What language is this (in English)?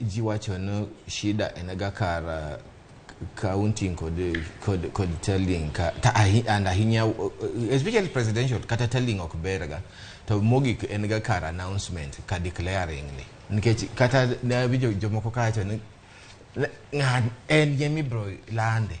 Luo (Kenya and Tanzania)